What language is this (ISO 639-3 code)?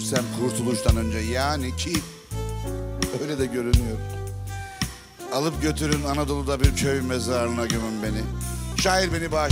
tur